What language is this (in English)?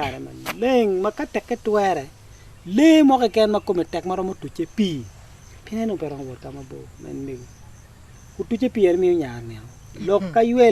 Acoli